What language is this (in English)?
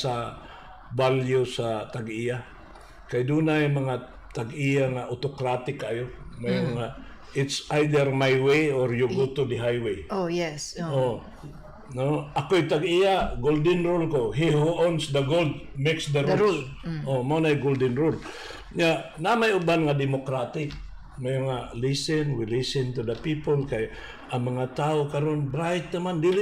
Cebuano